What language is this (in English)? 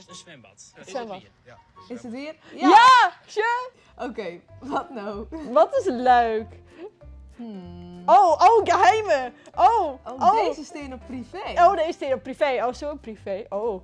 Western Frisian